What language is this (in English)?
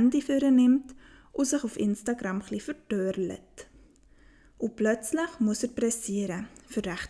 Swiss German